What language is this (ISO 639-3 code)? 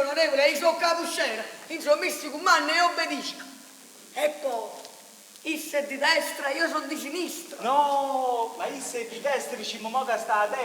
nap